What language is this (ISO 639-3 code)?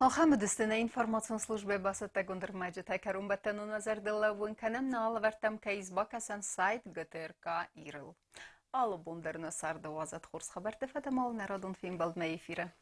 oss